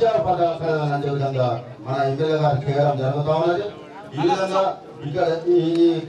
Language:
Telugu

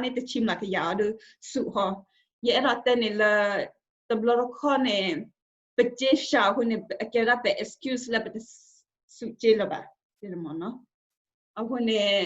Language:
S'gaw Karen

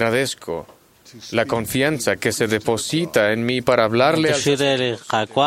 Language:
Kekchí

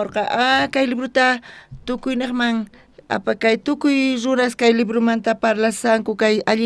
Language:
South Bolivian Quechua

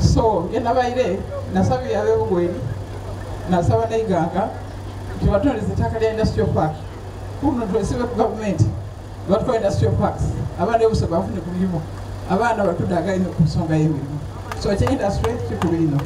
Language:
Soga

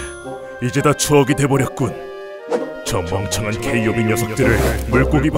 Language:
Korean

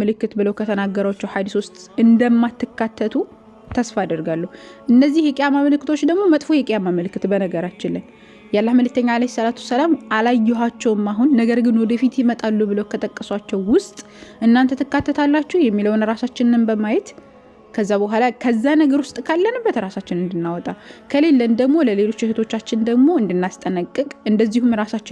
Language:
Amharic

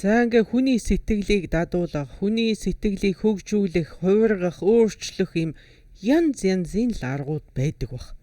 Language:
Mongolian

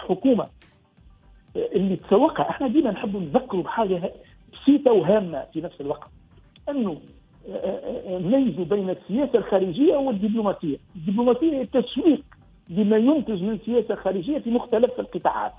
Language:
Tunisian Arabic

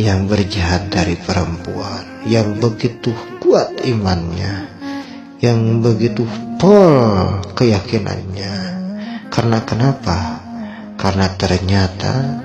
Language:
Sundanese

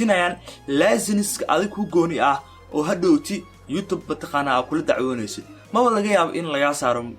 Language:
Somali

